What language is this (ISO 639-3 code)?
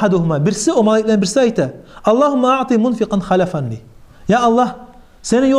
kum